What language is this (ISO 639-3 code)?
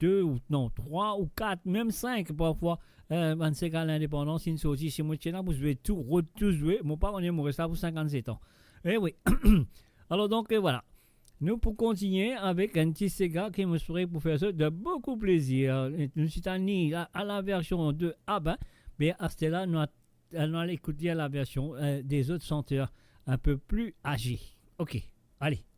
mfe